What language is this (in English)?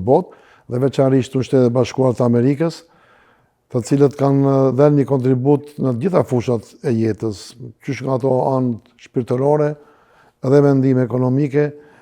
Albanian